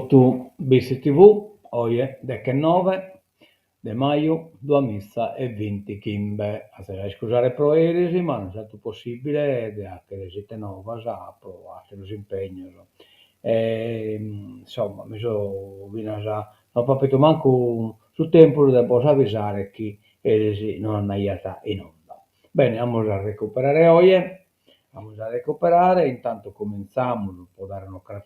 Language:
Sardinian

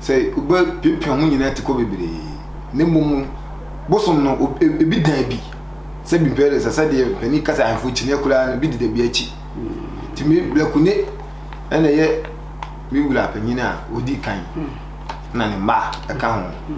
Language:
Akan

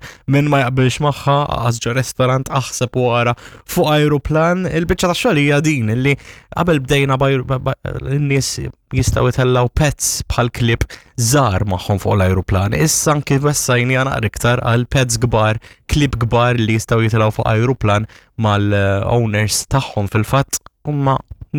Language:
Maltese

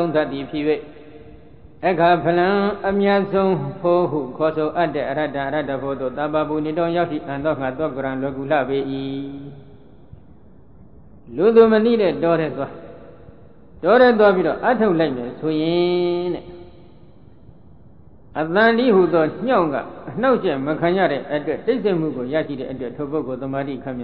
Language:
Burmese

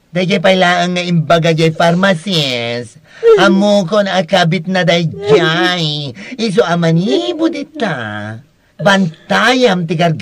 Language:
Iloko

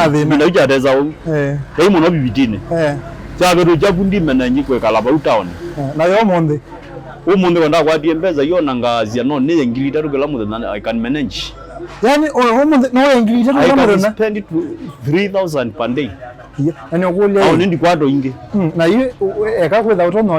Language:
Kamba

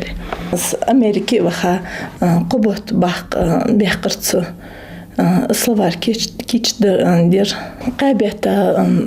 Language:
Ingush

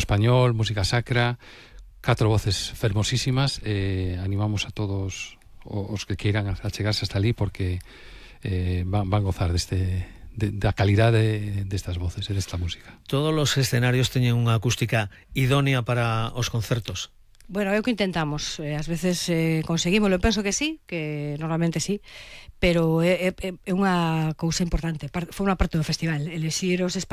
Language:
Galician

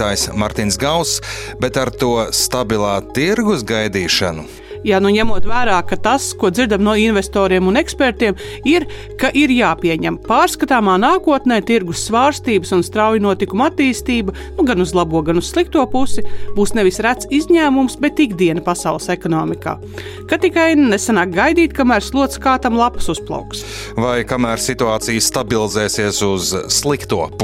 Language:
Latvian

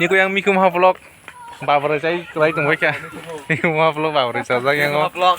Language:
Kok Borok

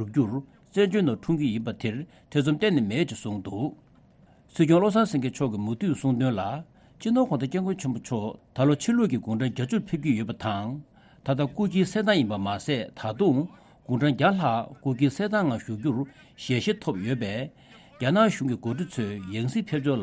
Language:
Tibetan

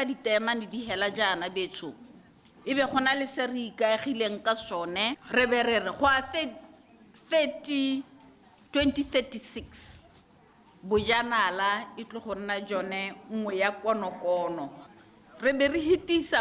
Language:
Tswana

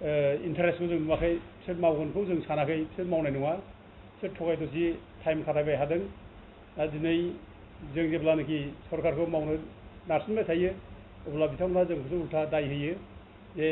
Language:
Bodo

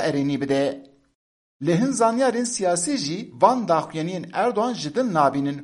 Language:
Kurdish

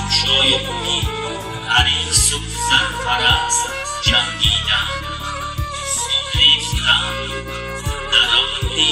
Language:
Tajik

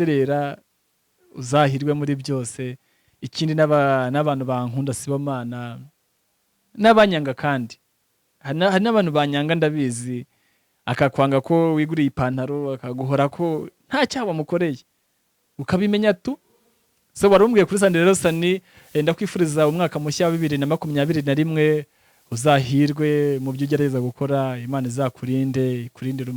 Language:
Kinyarwanda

